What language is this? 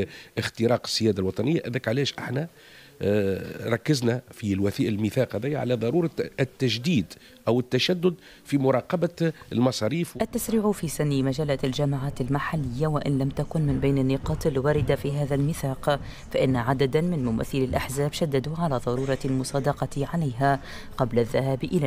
Tunisian Arabic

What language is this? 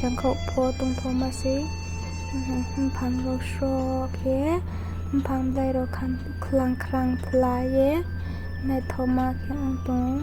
Riang (India)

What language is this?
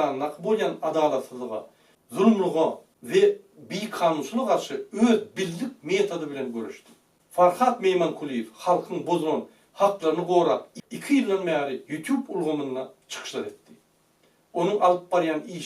Turkmen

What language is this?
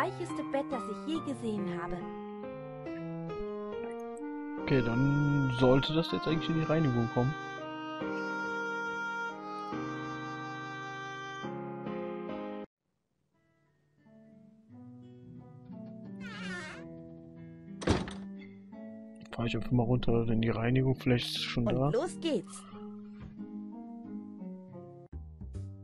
German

